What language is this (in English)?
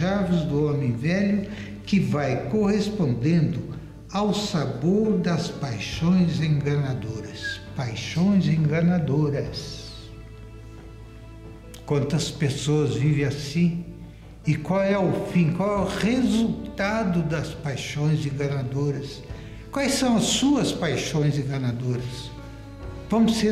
Portuguese